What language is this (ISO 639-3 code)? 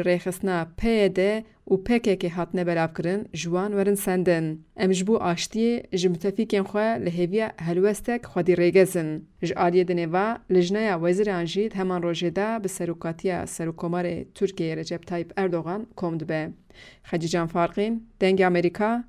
kur